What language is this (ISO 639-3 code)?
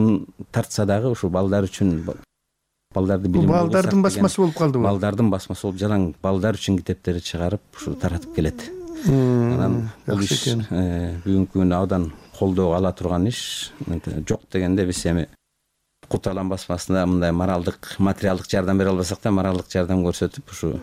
kir